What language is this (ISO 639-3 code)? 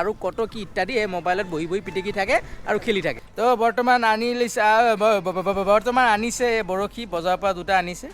asm